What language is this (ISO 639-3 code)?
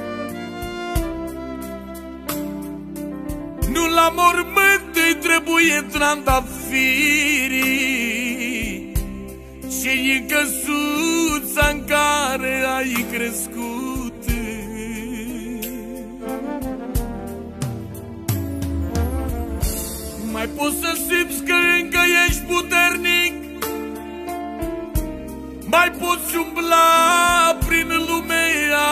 ron